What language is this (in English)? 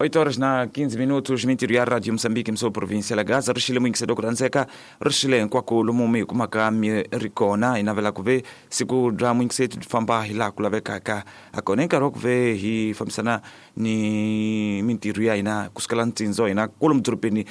Tsonga